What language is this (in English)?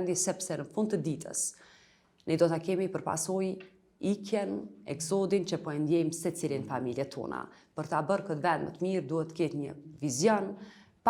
Albanian